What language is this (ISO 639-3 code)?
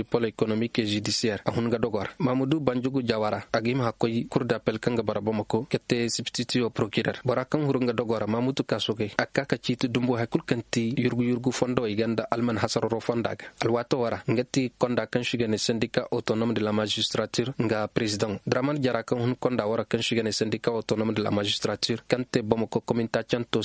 ses